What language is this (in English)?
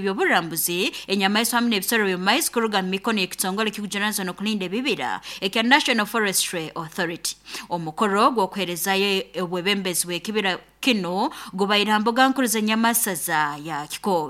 Nyoro